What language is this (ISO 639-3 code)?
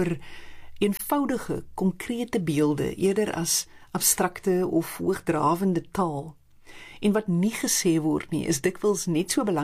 afr